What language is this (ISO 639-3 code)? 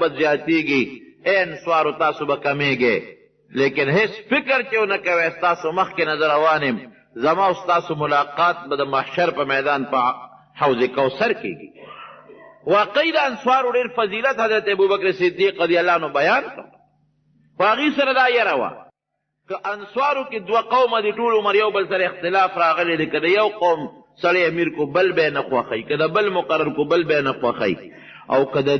pus